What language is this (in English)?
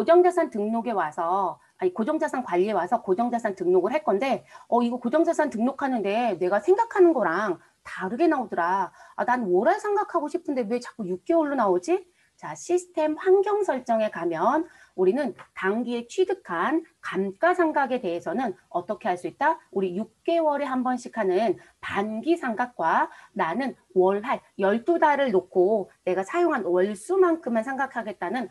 Korean